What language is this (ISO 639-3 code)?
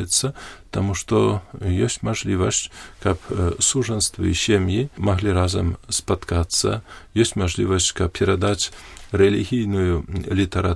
bel